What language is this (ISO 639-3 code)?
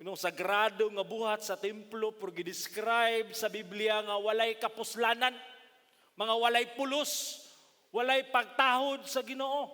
ceb